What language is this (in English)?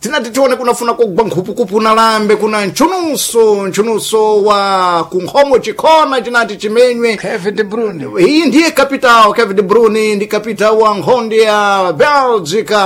Sena